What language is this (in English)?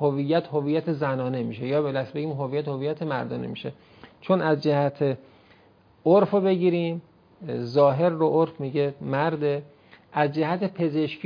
Persian